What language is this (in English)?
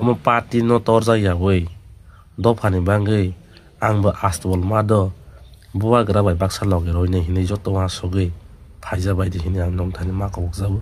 Kok Borok